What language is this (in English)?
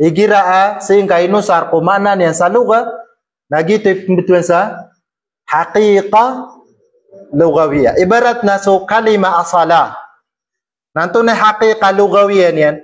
Maranao